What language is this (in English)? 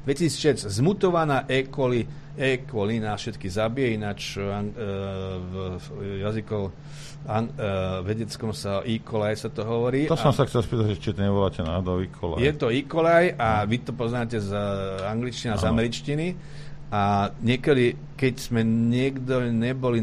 Slovak